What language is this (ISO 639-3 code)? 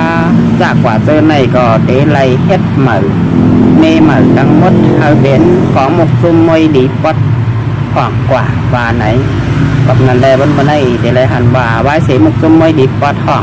shn